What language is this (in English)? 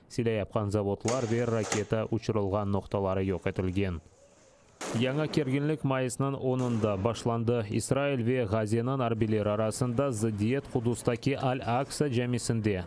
Crimean Tatar